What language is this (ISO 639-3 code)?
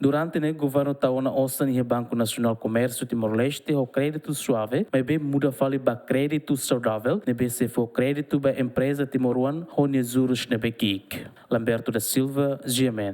tet